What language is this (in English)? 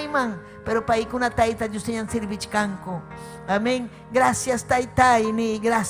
Ayacucho Quechua